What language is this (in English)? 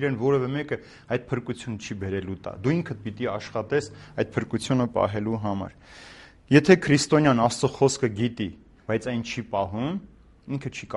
Armenian